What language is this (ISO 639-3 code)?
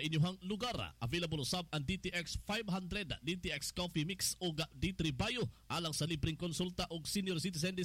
ceb